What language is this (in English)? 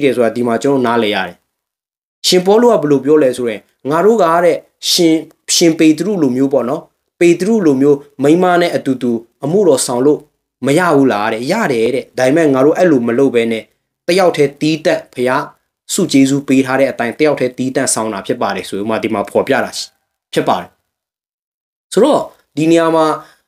Burmese